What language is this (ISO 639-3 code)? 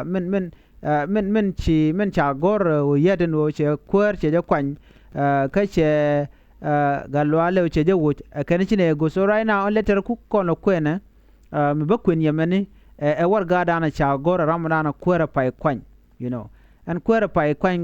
nus